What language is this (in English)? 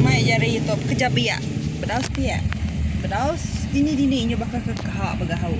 Iban